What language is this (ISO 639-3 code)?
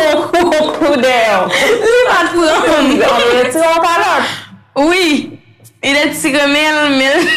hat